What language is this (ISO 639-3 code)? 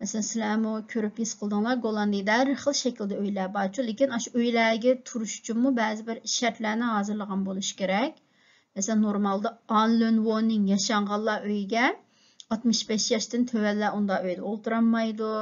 uig